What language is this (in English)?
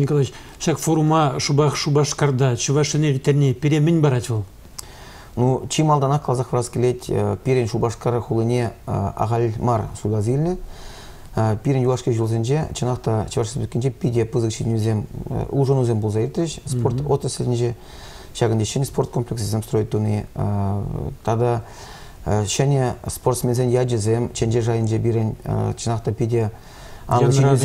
Chuvash